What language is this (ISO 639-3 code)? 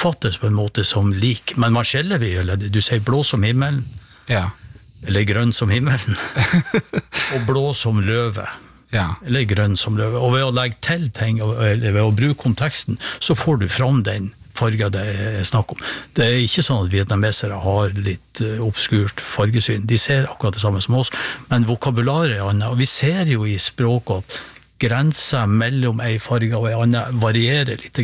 nor